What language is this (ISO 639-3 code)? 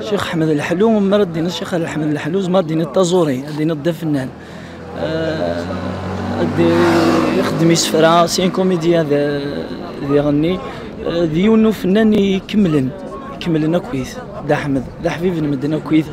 kab